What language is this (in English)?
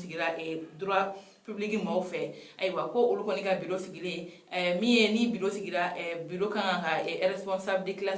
Bambara